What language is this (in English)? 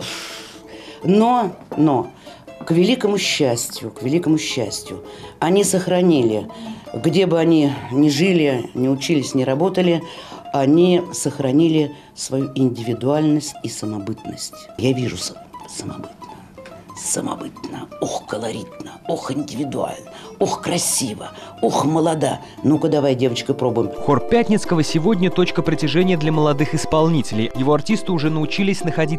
Russian